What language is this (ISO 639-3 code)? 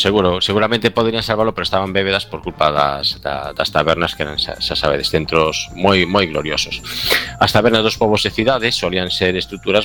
glg